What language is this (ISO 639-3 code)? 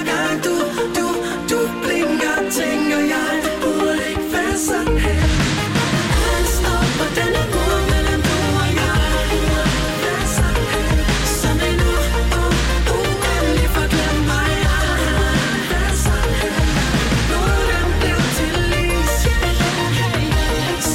dan